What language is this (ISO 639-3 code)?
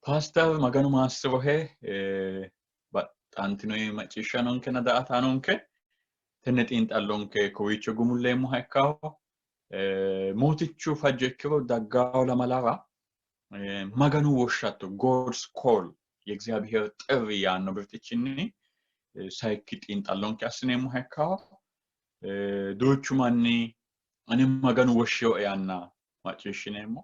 sid